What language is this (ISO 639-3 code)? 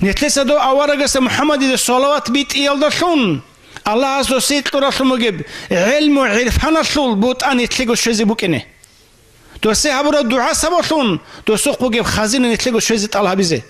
ava